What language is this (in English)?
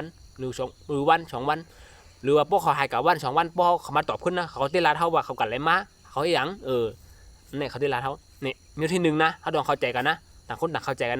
Shan